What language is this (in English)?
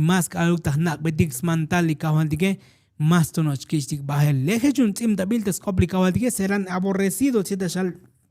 Tzotzil